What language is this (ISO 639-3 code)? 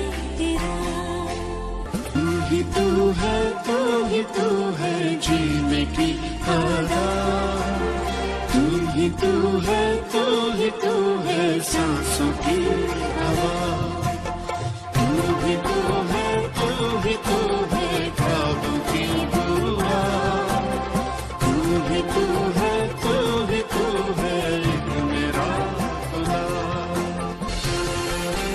hin